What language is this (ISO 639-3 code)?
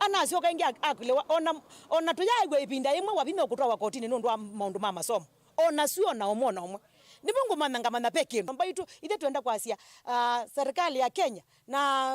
kam